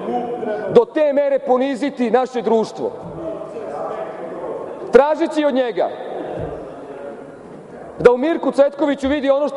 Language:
Serbian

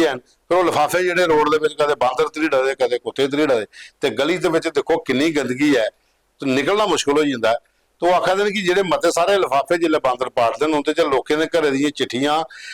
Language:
Dogri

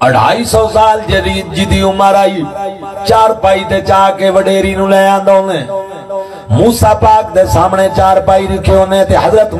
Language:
Saraiki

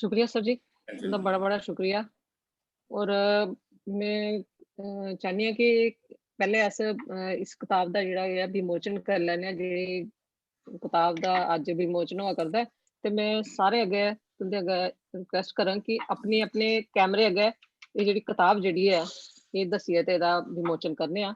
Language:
Dogri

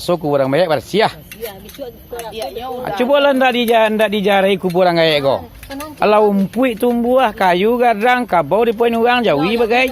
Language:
Minangkabau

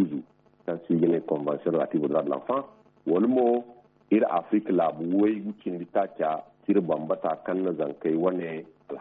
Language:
Zarma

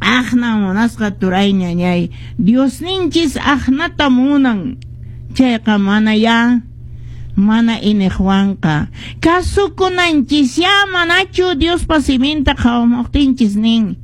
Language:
Quechua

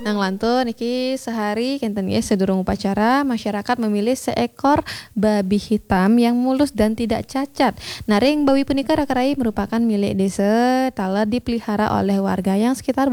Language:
Balinese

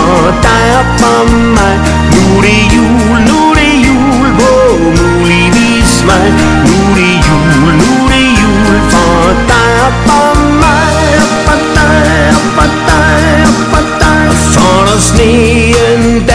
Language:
Danish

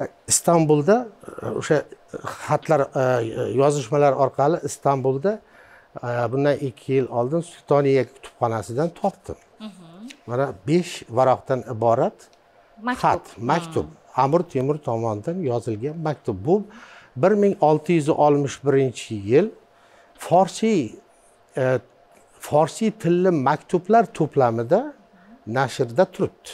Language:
Uzbek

